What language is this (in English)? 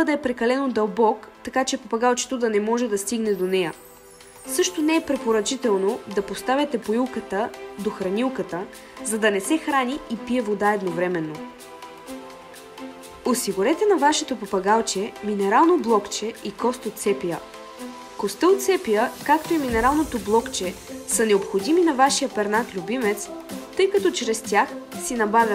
Bulgarian